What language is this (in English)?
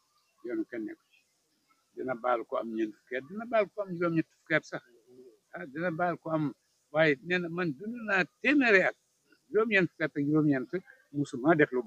Wolof